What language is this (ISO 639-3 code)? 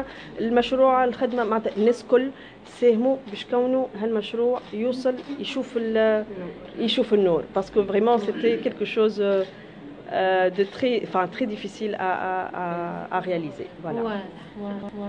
aeb